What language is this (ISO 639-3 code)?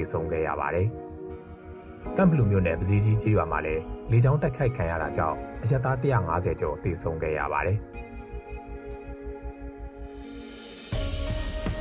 mya